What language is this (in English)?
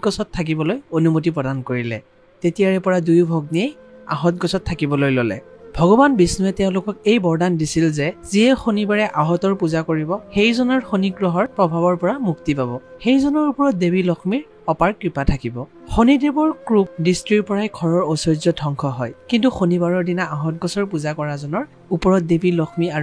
Assamese